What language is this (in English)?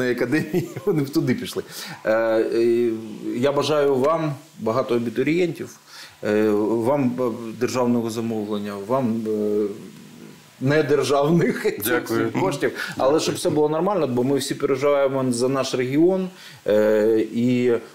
Ukrainian